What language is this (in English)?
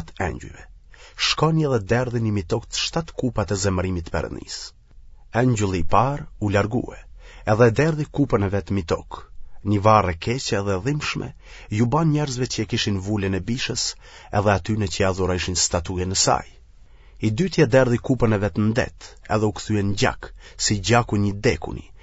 Albanian